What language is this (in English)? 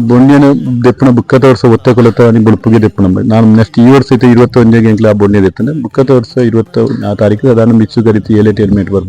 Tulu